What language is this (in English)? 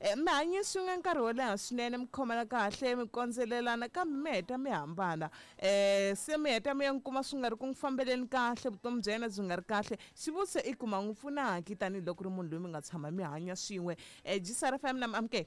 Tsonga